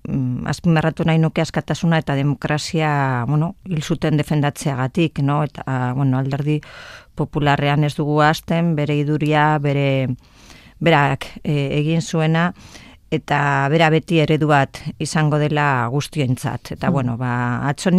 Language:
Basque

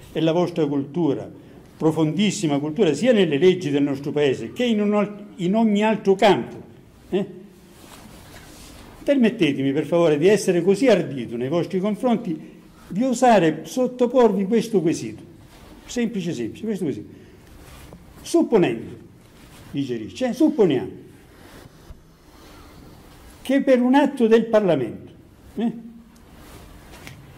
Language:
Italian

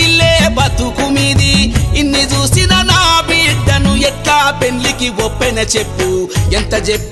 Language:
Telugu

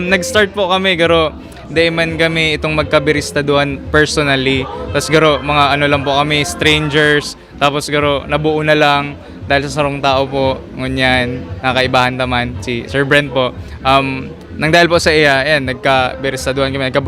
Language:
Bikol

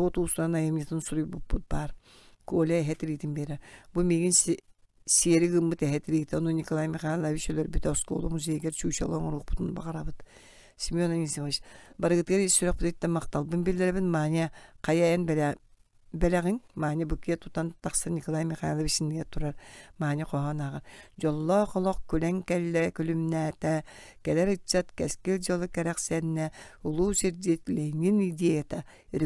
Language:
Yakut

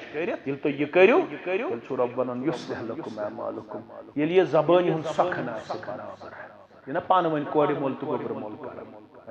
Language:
Kashmiri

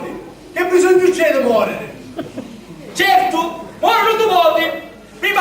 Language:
Sicilian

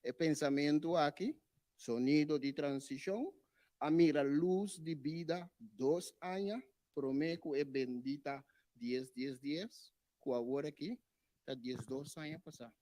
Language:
Papiamento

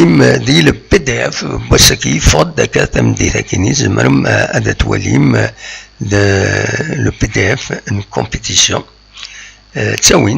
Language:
Kabyle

